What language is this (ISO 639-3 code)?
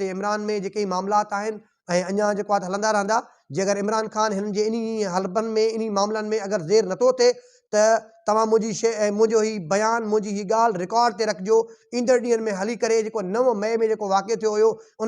snd